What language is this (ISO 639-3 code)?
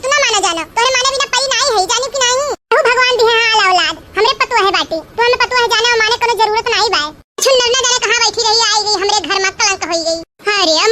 awa